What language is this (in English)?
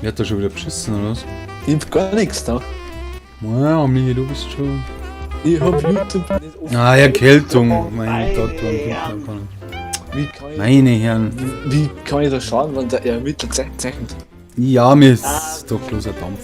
Bavarian